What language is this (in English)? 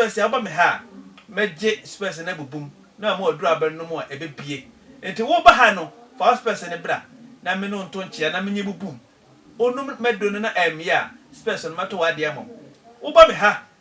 Akan